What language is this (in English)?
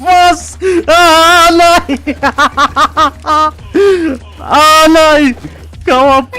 Swiss German